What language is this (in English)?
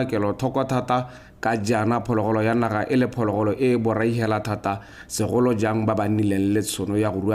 Tswana